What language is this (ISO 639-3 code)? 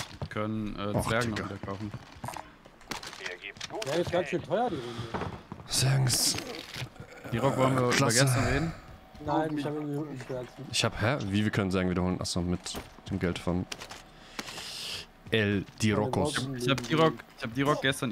deu